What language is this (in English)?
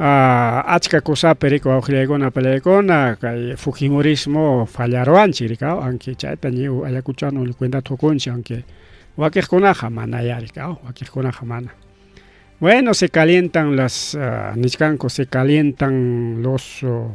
Ayacucho Quechua